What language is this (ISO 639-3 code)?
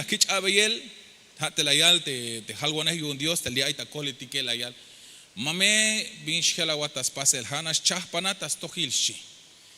tzh